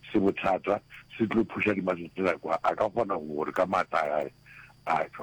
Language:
Northern Sotho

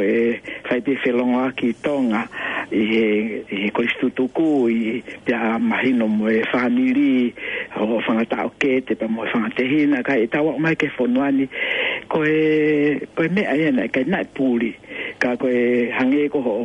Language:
Tongan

